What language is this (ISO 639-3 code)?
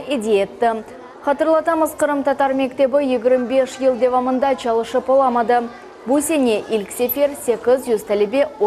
crh